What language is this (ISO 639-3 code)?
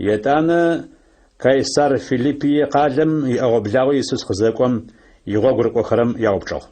ady